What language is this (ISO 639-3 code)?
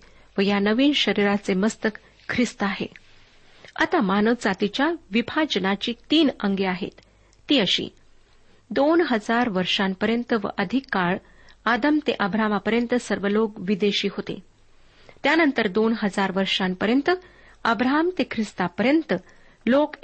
mar